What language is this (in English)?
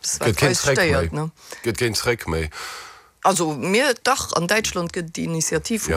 Luxembourgish